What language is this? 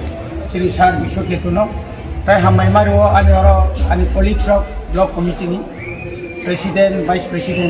Kok Borok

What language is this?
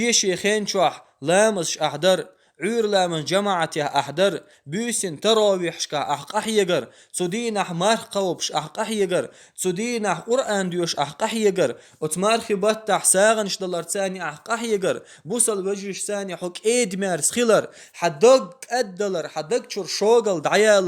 Chechen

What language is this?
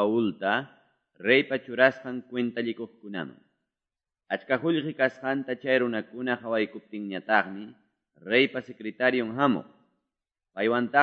Quechua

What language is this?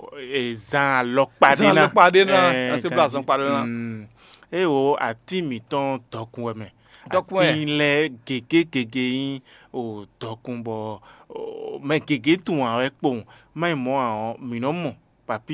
Fon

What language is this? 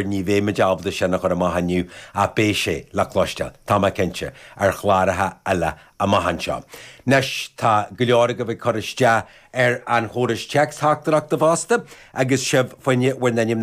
Irish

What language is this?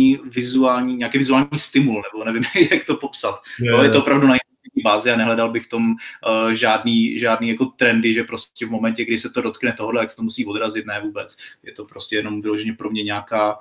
Czech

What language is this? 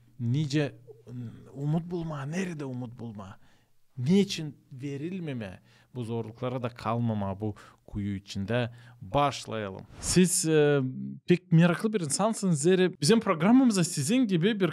Gagauz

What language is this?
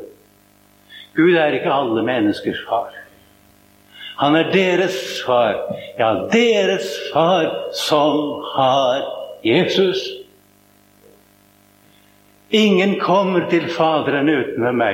Norwegian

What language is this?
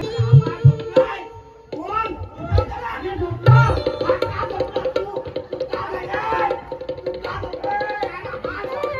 Marathi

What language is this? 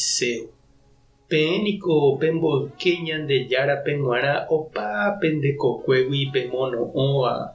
Guarani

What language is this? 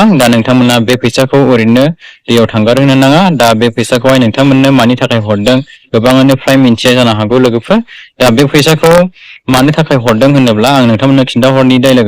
Bodo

